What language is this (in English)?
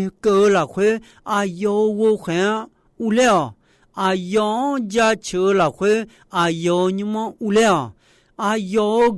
Akha